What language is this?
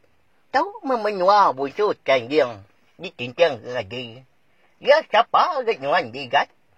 Iban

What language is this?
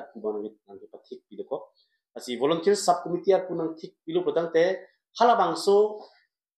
Karbi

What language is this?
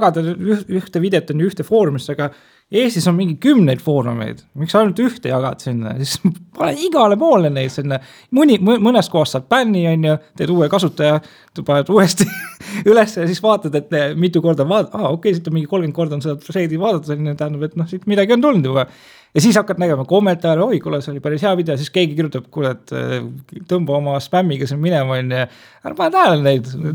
Estonian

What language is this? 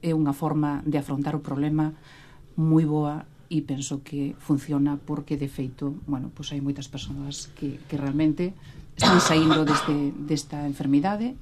Galician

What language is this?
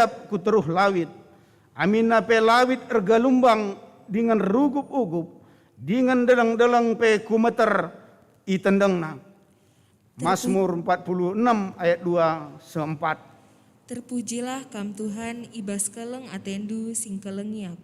Batak Karo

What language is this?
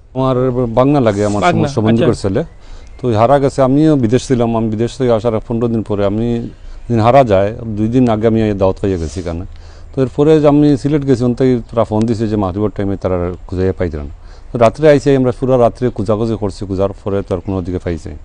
Sylheti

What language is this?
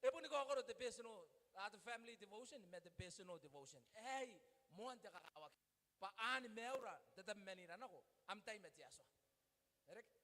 Gilbertese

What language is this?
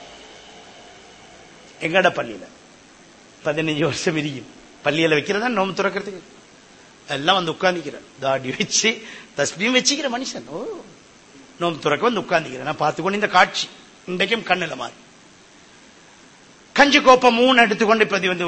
Tamil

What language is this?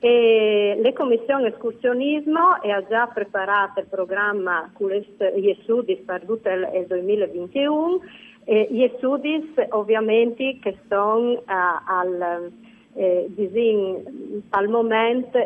Friulian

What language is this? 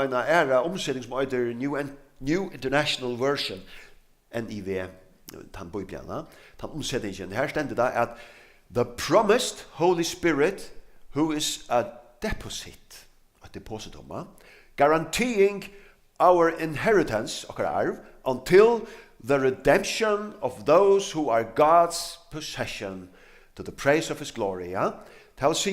Faroese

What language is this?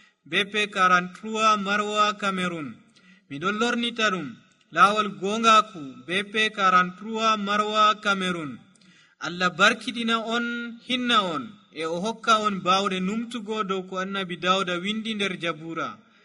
Nigerian Fulfulde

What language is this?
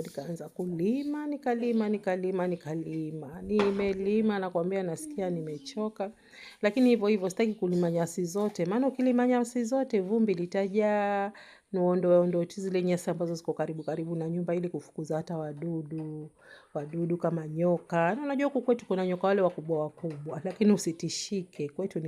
Swahili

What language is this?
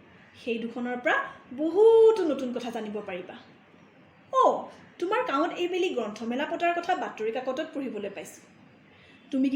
Assamese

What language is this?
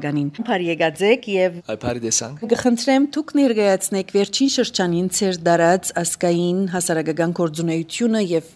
Armenian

